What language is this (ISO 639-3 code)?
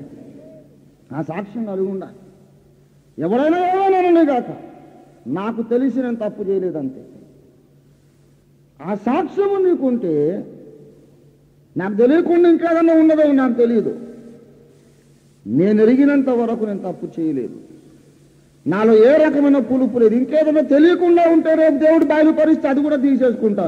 tel